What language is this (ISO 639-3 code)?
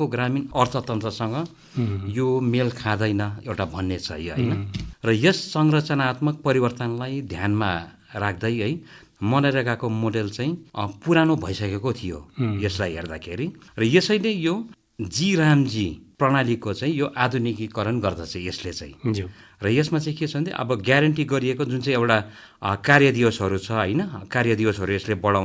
nep